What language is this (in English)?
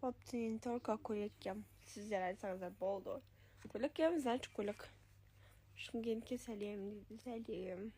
Kazakh